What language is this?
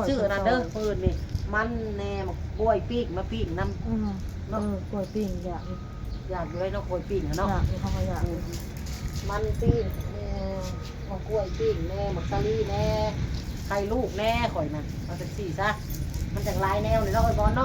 Northeastern Thai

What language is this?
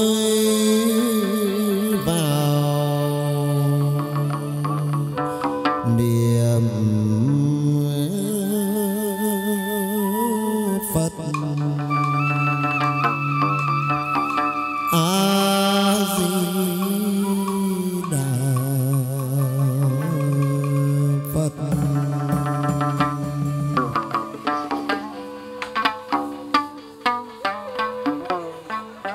Vietnamese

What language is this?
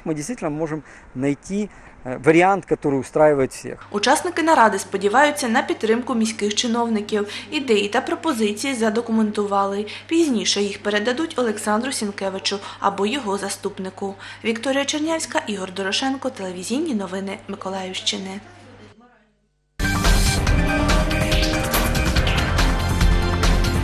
Ukrainian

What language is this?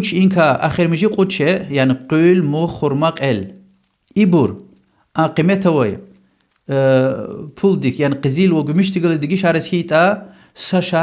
Lezghian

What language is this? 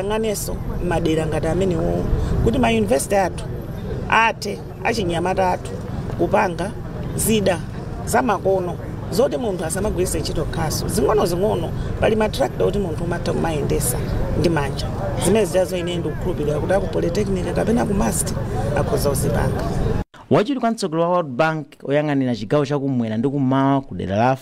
Nyanja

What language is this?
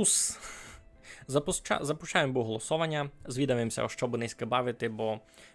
Rusyn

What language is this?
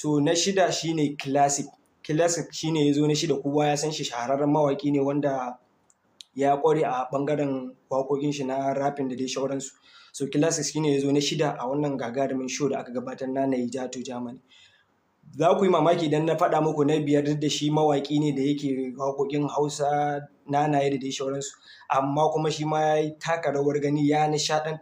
Hausa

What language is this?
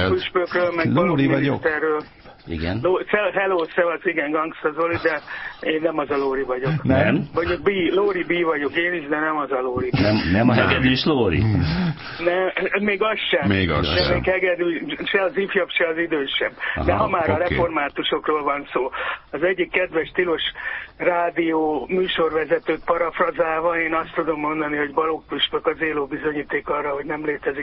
Hungarian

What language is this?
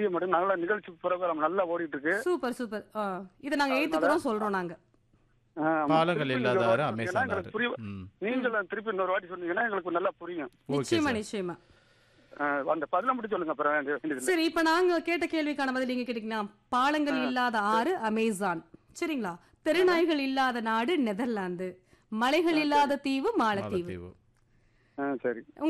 Tamil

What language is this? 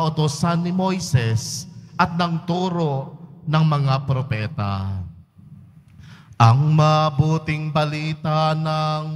Filipino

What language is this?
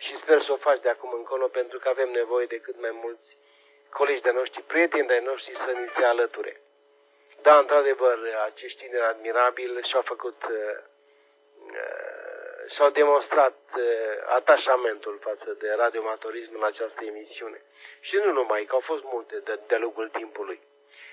Romanian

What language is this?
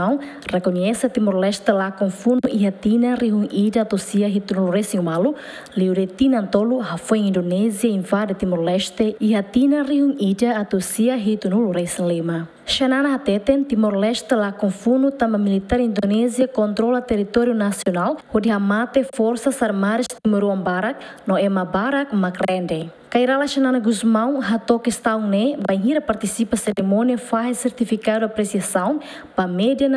Tetum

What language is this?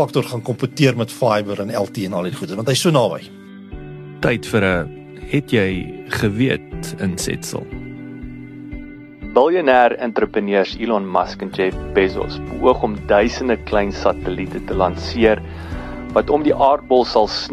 Afrikaans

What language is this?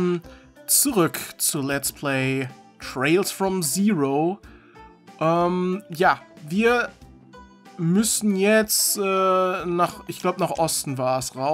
German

